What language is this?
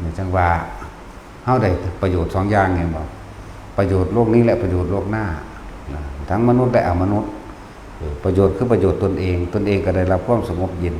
Northeastern Thai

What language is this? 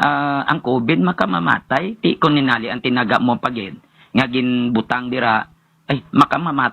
Hiligaynon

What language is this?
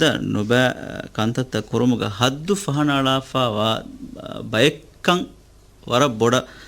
Divehi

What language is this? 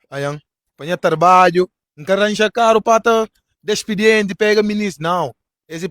Kabuverdianu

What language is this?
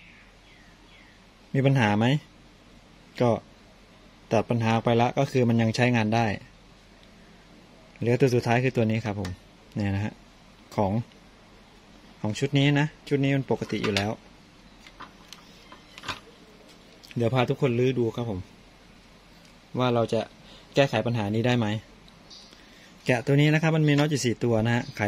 Thai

